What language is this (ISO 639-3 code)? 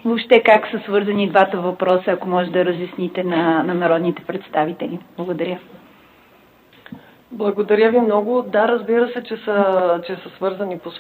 bul